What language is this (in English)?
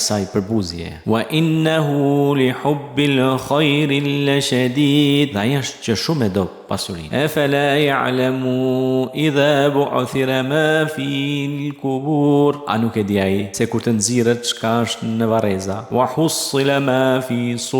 Albanian